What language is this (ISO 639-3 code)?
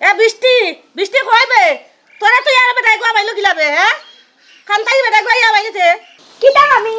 syl